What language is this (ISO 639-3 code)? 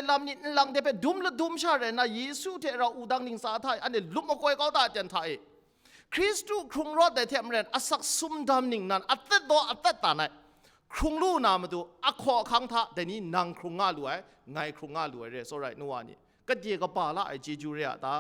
kac